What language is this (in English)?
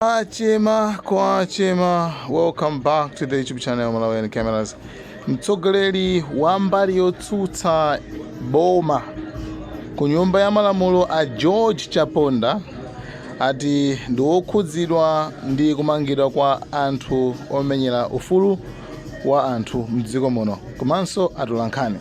Nyanja